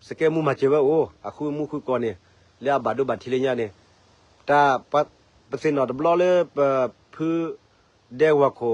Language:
S'gaw Karen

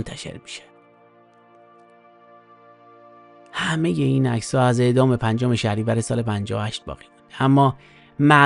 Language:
Persian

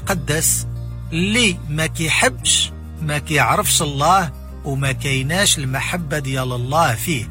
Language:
Moroccan Arabic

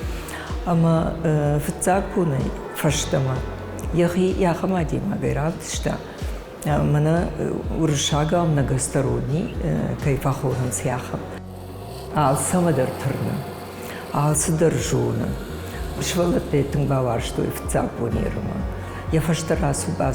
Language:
Ossetic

